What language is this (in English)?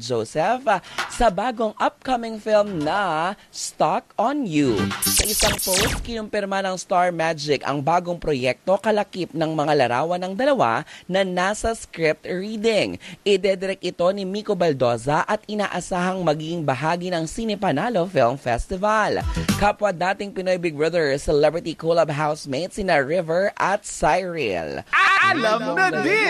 Filipino